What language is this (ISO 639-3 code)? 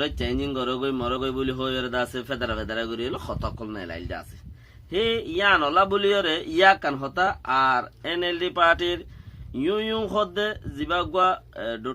rhg